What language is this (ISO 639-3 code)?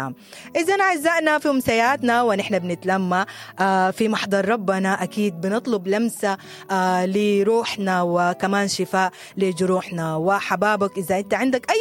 apd